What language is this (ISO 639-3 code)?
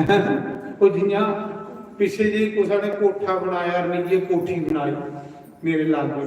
doi